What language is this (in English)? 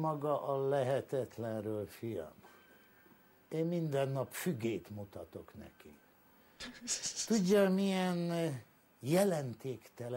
Hungarian